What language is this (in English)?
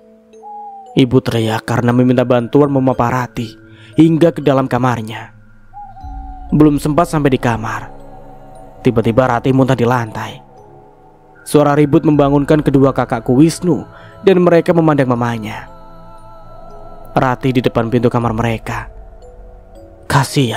Indonesian